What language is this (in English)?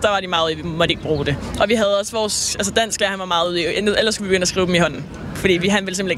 Danish